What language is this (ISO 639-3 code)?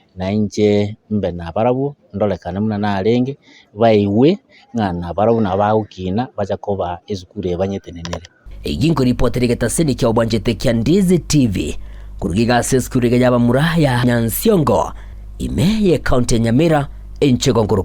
guz